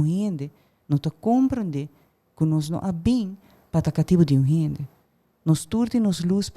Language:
Papiamento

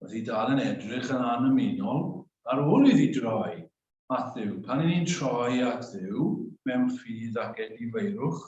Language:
Welsh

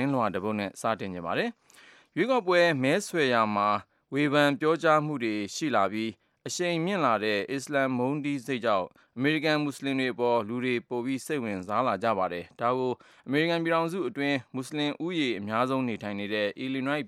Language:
Burmese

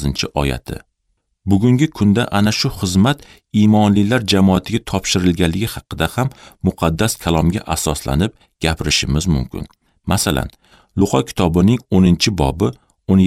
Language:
Uzbek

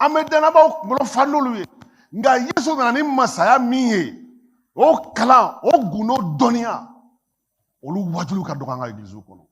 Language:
Bambara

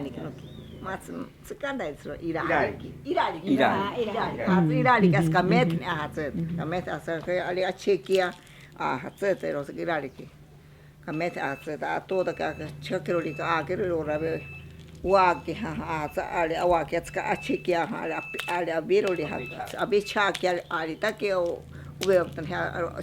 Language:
Ashéninka Perené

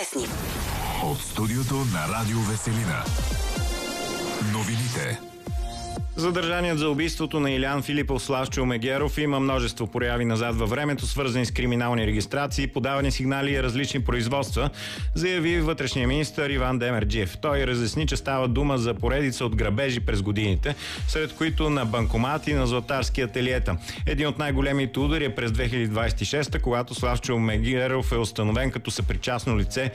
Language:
Bulgarian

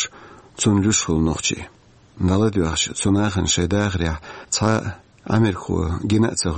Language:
Chechen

